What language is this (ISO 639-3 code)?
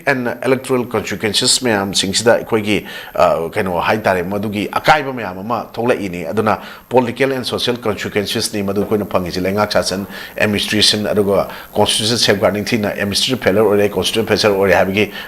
mni